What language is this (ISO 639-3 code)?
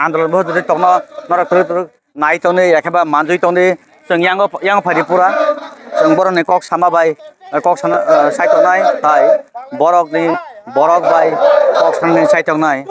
trp